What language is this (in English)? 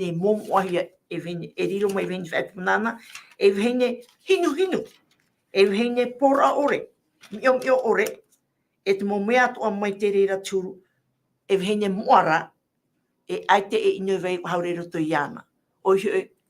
Tahitian